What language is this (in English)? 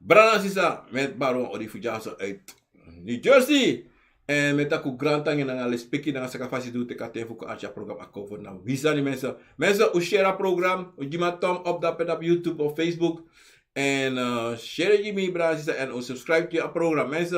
Sranan Tongo